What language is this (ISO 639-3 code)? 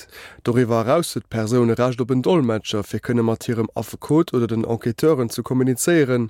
ltz